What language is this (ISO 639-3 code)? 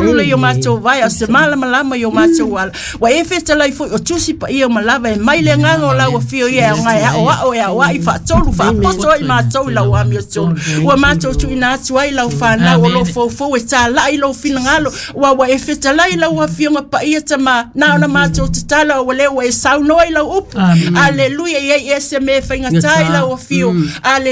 smo